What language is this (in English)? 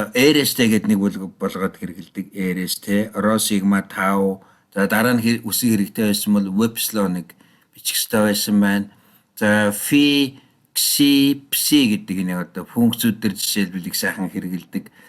Mongolian